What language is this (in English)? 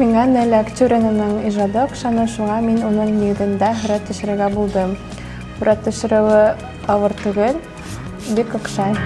Bashkir